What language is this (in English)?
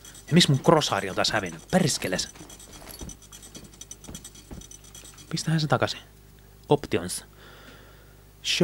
Finnish